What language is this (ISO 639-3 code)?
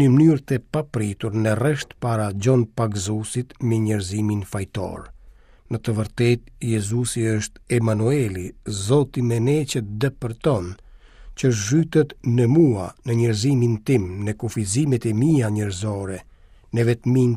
sqi